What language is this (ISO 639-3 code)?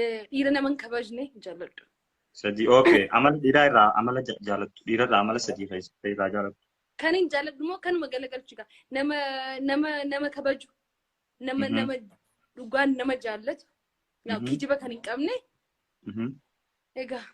orm